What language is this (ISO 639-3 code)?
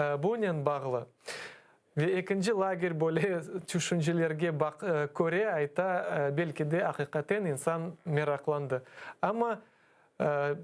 crh